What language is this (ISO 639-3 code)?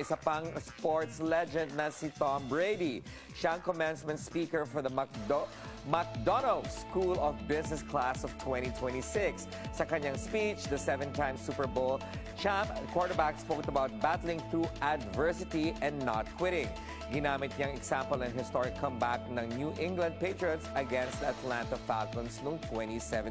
fil